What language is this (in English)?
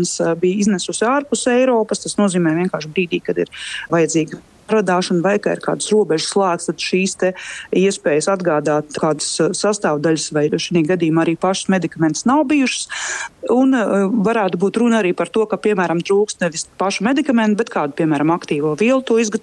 Latvian